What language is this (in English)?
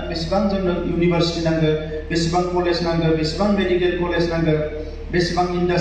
Bodo